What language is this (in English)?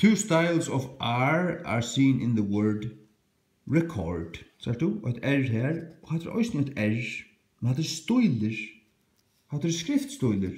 Faroese